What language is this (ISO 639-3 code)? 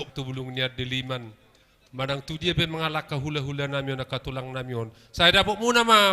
bbc